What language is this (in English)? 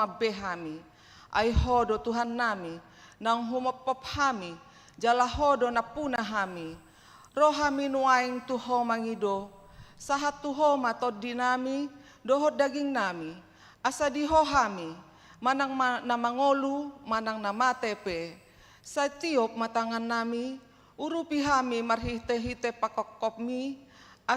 Batak Toba